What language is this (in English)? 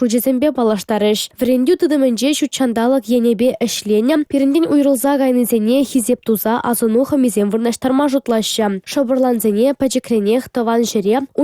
Chuvash